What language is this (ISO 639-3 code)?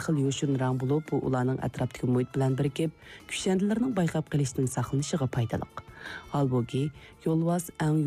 uig